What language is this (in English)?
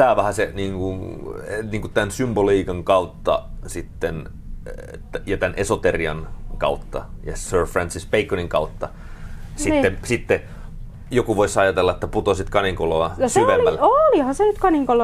Finnish